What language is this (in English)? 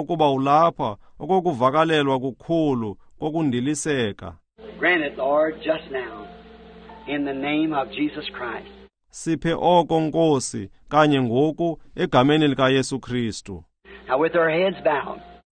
Xhosa